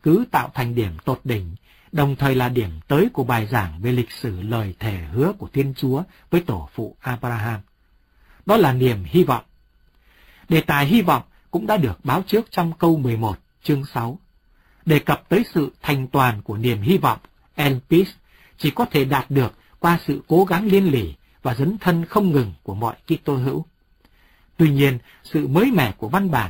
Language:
Vietnamese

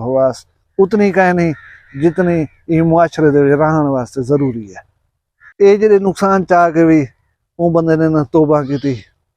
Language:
Saraiki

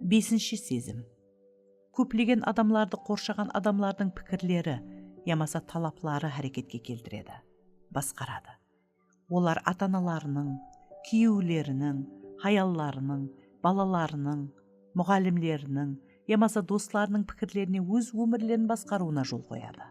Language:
Kara-Kalpak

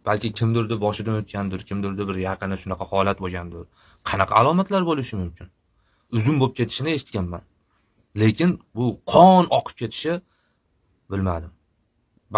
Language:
Uzbek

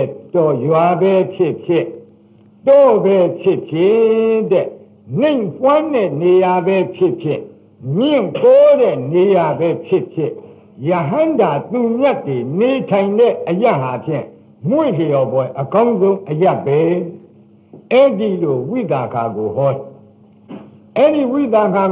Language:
Burmese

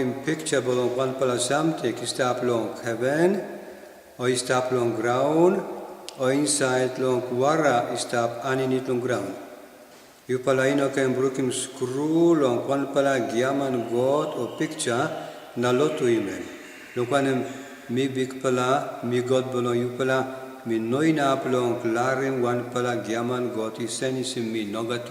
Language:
Tok Pisin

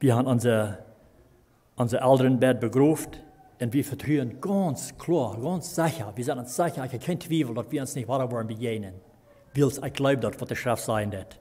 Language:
Plautdietsch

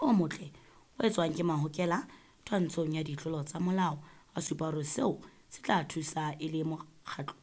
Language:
Southern Sotho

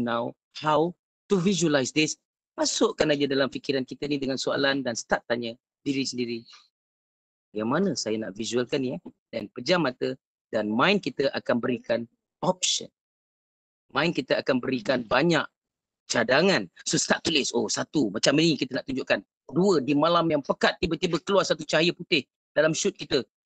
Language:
Malay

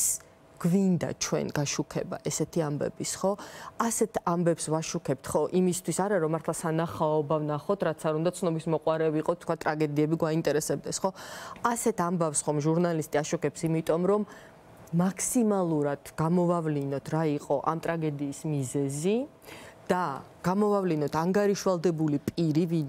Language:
Georgian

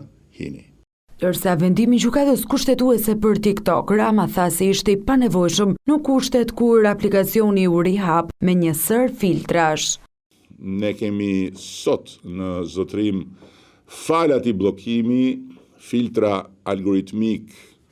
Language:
Albanian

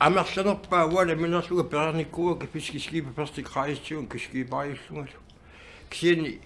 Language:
Kalaallisut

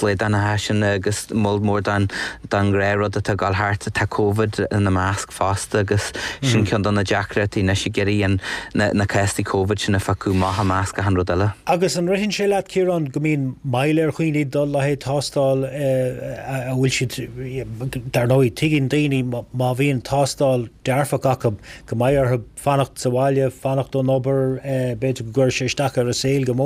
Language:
Irish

